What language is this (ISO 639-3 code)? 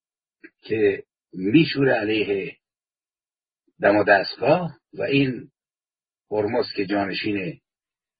fas